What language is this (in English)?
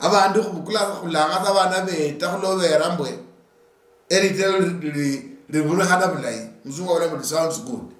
Luyia